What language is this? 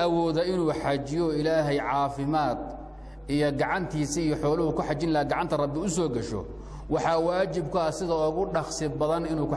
Somali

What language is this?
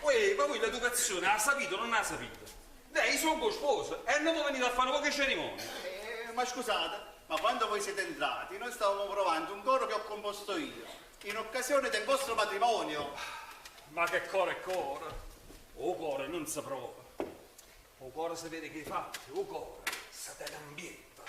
Neapolitan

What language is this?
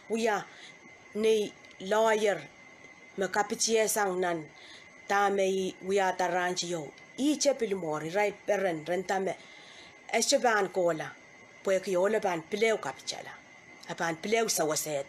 Pohnpeian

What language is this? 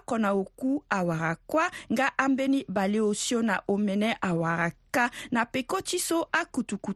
Sango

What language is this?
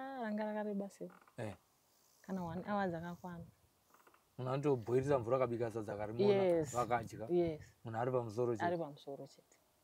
Shona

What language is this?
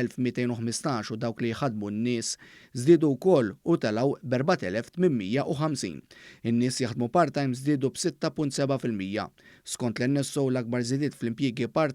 Maltese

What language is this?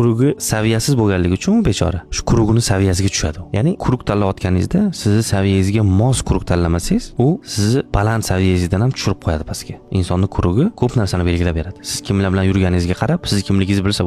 Uzbek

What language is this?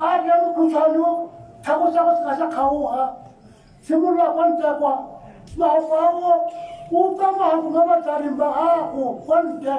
Tswana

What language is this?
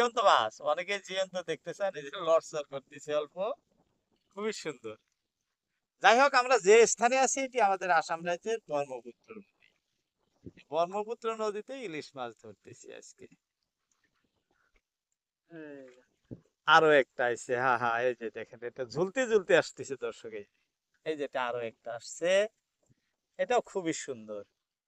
Bangla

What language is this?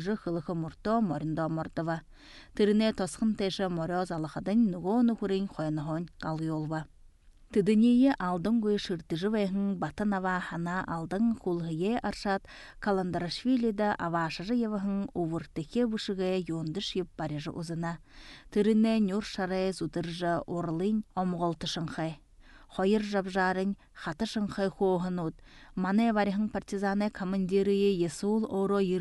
Buriat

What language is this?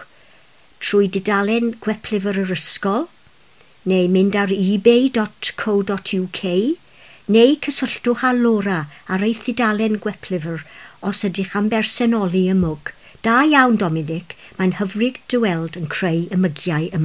Welsh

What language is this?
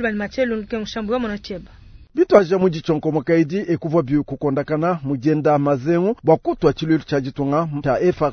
Luba-Lulua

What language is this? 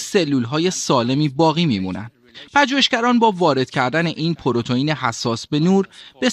Persian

